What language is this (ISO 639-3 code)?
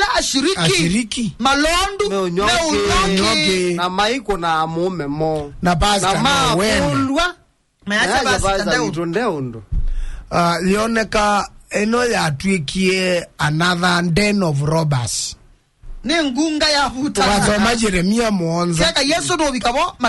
kam